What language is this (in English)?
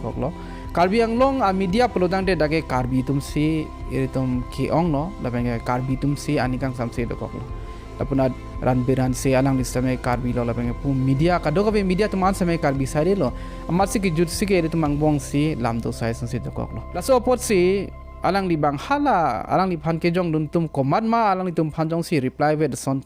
Karbi